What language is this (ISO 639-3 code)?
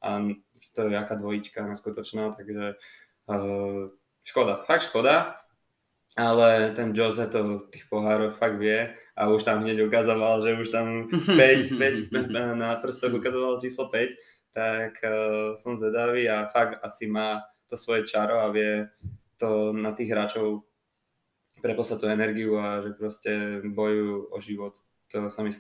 slk